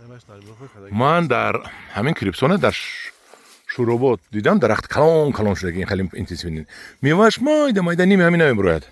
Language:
Tajik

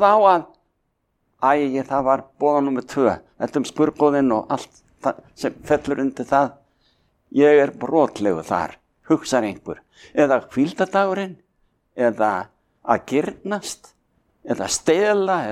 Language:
Icelandic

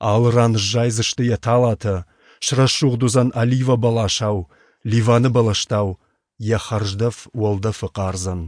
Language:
Ossetic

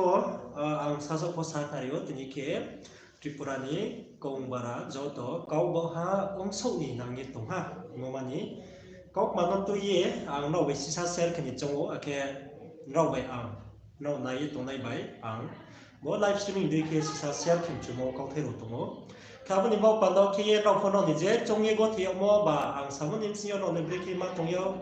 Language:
Riang (India)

